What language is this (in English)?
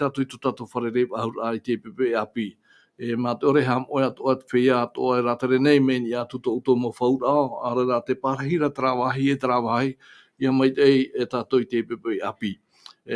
Tahitian